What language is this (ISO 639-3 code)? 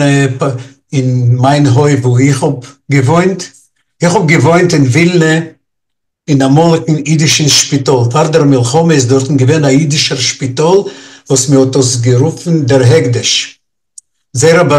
yid